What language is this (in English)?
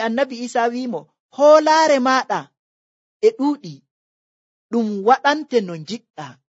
Nigerian Fulfulde